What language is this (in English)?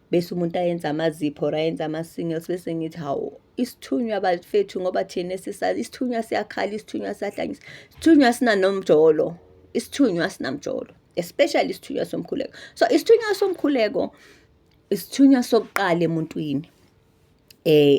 Zulu